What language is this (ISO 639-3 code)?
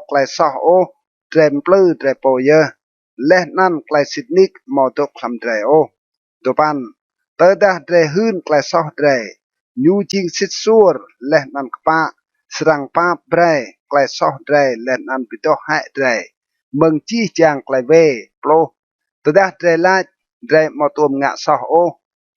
rad